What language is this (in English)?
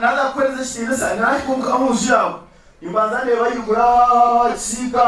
Nyankole